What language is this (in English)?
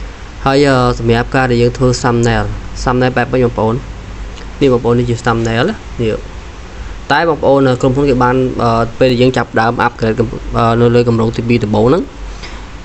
Khmer